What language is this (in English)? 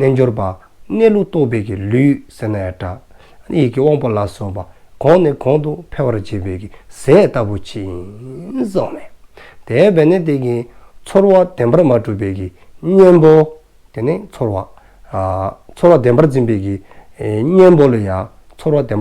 Dzongkha